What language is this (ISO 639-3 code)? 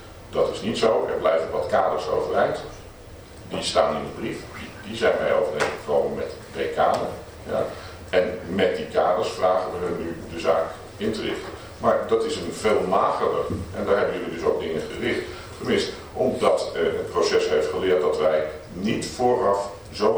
nld